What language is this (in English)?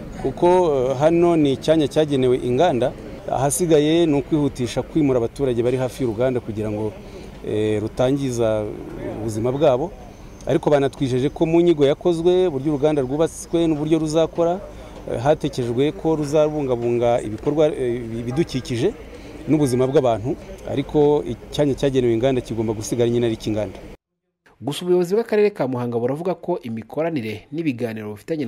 Kinyarwanda